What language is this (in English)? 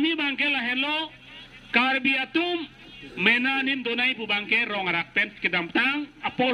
Karbi